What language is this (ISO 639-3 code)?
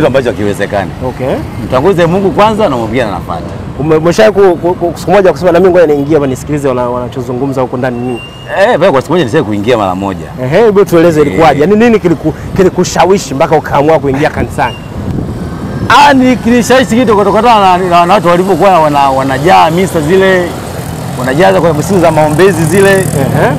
swa